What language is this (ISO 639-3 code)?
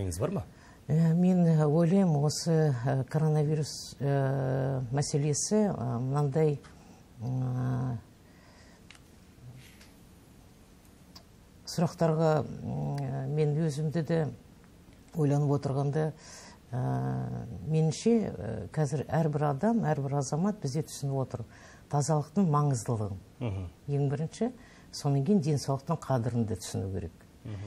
kaz